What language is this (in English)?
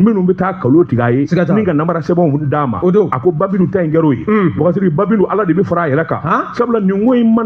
Bambara